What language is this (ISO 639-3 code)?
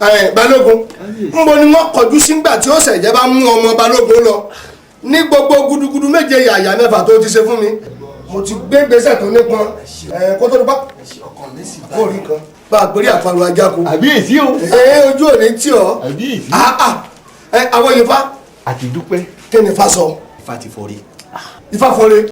yor